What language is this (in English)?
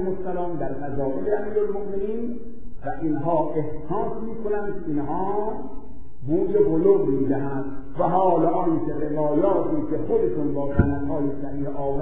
Persian